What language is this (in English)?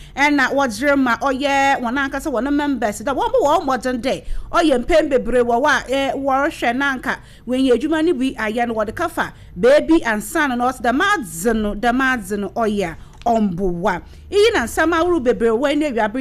Akan